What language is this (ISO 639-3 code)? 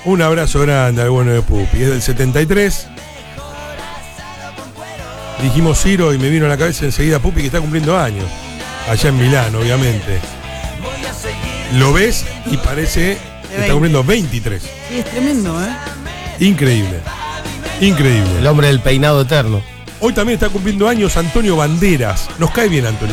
spa